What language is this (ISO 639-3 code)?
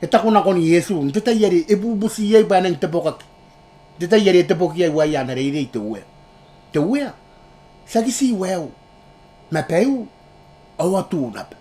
gil